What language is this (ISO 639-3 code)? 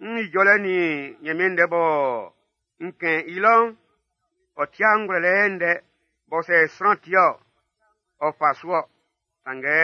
bci